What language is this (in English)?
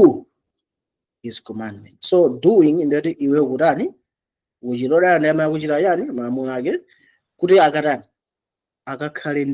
Nyanja